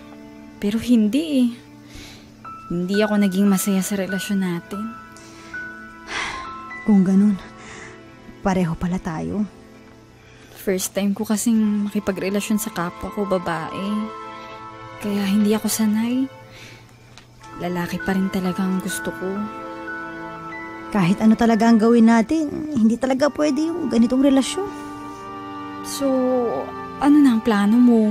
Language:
Filipino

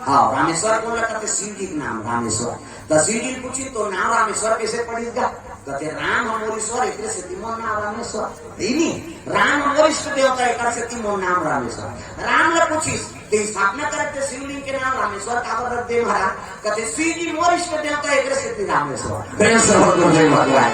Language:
Chhattisgarhi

